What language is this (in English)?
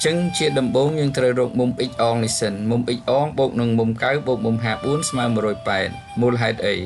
Khmer